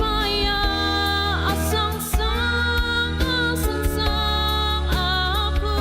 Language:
Ao Naga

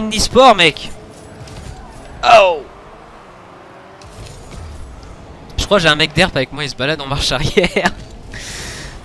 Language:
French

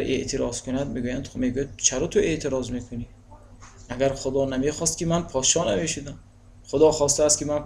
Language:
Tajik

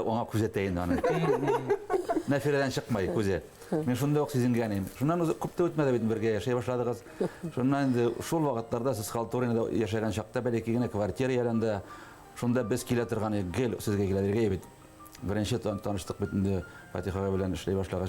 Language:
Bashkir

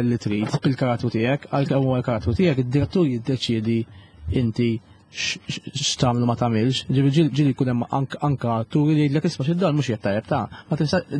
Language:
Maltese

